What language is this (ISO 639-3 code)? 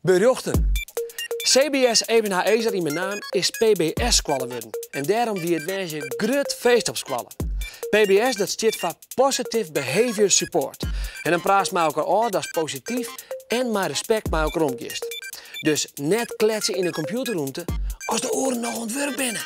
fry